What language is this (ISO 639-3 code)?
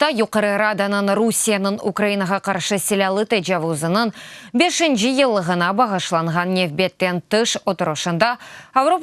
crh